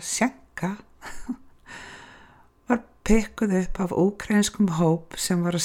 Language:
Icelandic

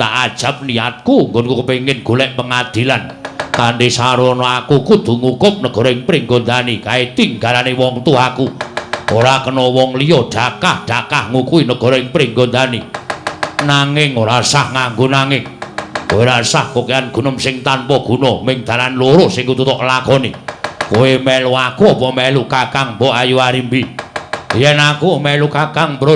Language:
Javanese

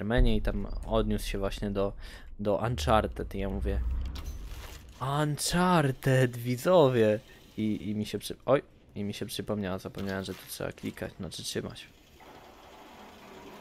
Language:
Polish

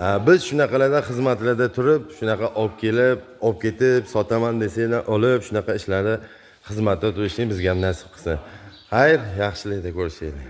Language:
Uzbek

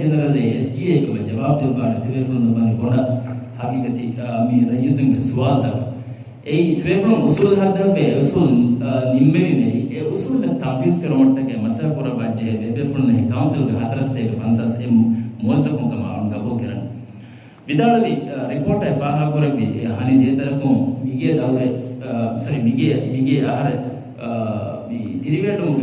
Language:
Divehi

